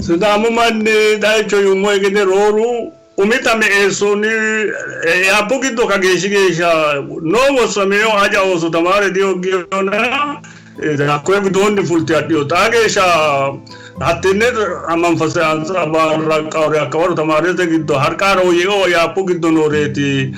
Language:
Sidamo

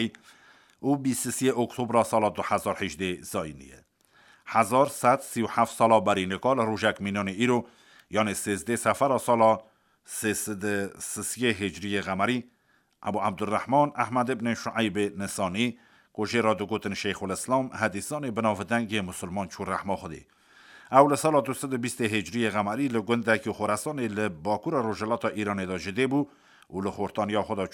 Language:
Kurdish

